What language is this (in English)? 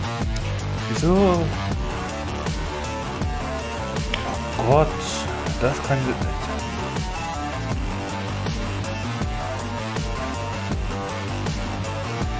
German